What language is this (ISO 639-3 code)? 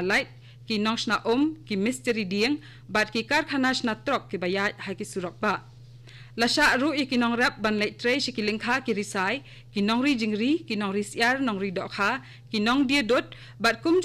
kha